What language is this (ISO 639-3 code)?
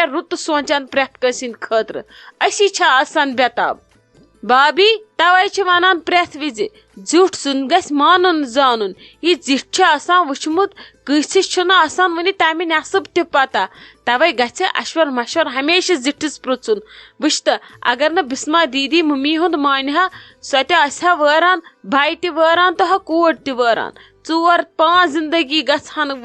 kas